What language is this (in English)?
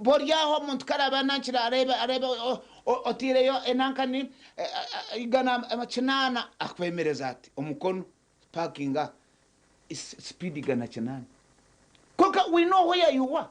Nyankole